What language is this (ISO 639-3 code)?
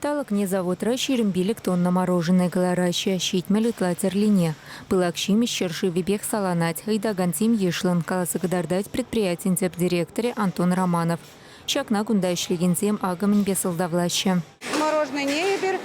chv